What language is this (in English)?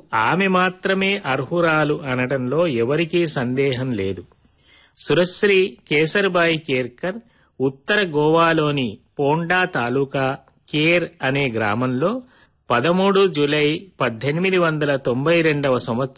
Telugu